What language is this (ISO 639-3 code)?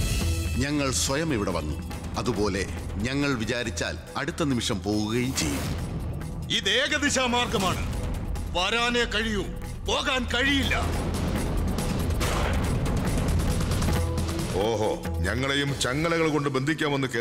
mal